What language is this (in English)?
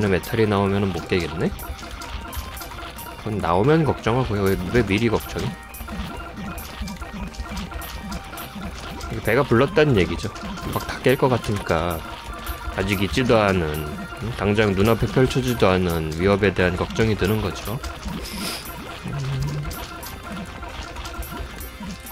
Korean